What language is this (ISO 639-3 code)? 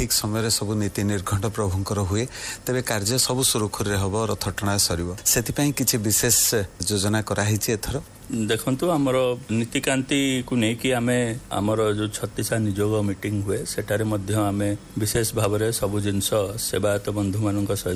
ori